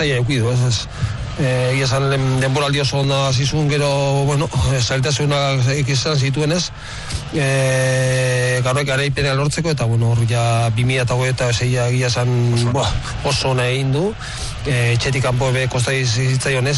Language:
Basque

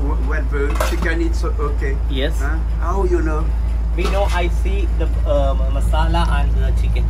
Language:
Réunion Creole French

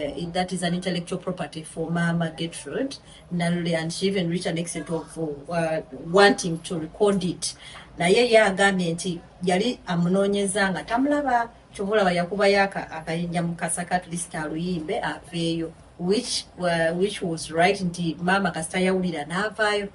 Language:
Ganda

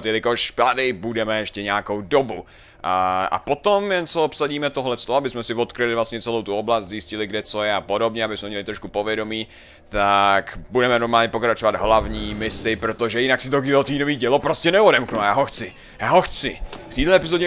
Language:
Czech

